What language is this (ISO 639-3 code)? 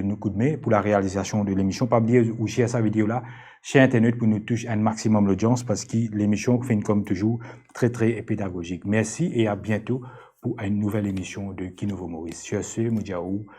mfe